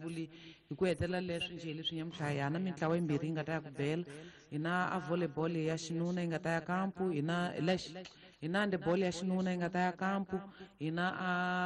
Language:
Tsonga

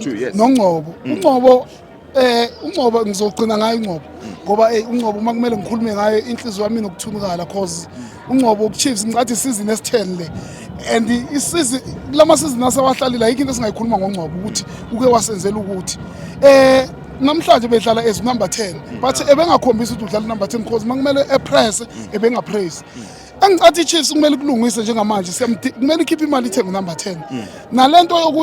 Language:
Zulu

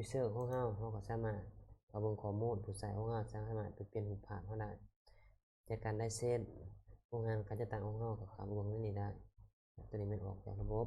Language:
Lao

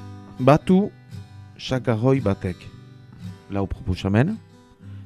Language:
Basque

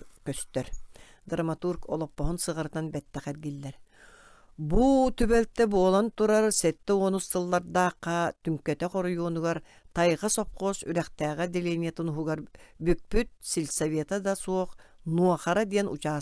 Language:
Yakut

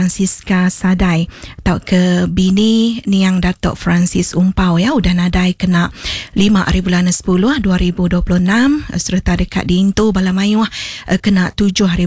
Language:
Iban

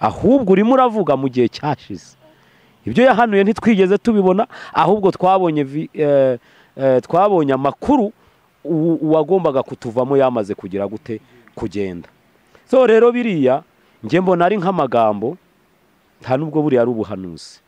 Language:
Kinyarwanda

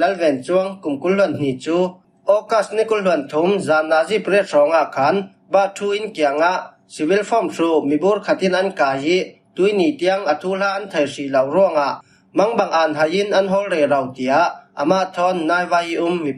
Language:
Falam Chin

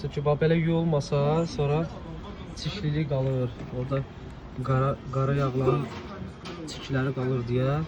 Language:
Azerbaijani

